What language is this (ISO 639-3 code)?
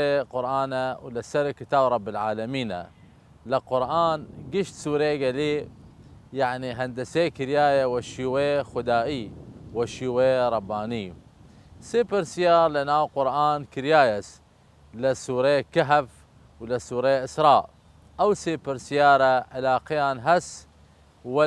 sdh